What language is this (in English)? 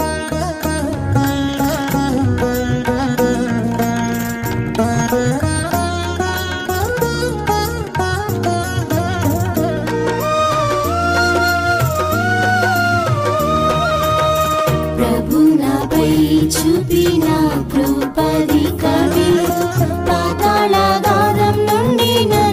Telugu